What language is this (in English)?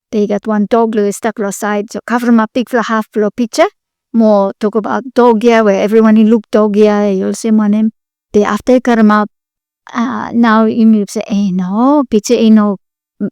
Bislama